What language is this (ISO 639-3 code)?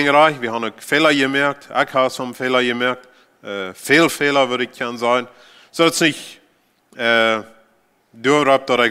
pdt